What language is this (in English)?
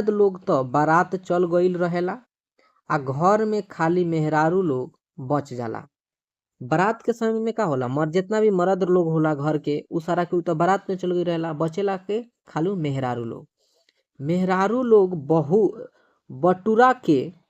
Bhojpuri